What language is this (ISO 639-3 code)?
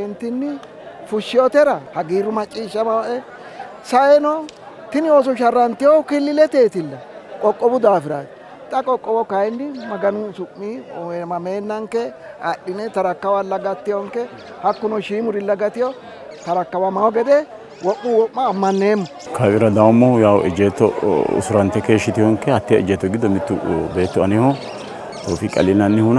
sid